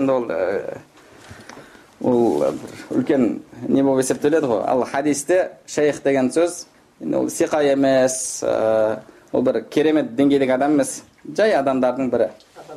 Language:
Kazakh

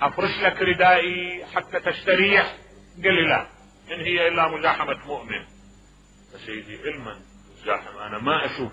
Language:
Mesopotamian Arabic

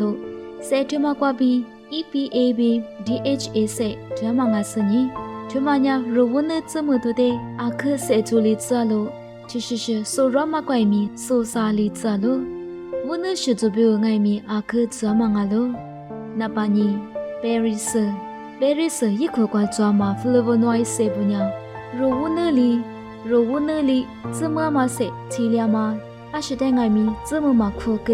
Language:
Lisu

